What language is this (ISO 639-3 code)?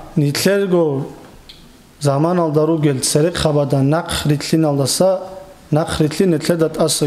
ava